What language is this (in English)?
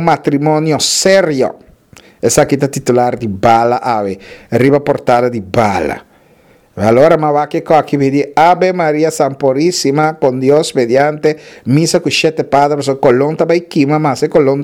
Papiamento